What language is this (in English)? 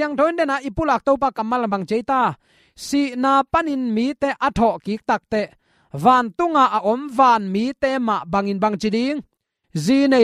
Tedim Chin